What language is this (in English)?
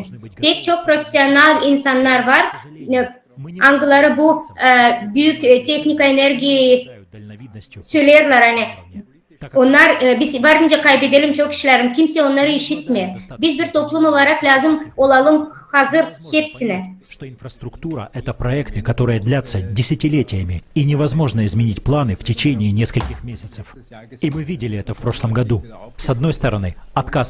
Gagauz